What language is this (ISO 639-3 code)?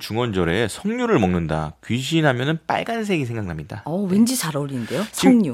kor